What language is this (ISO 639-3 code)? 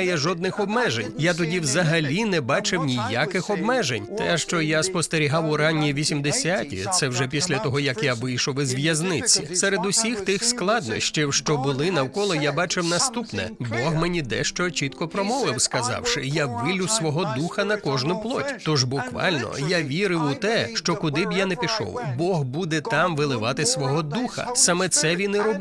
ukr